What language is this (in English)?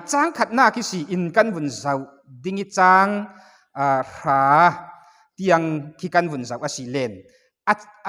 Falam Chin